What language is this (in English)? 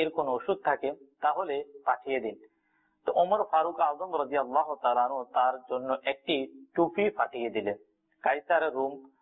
Bangla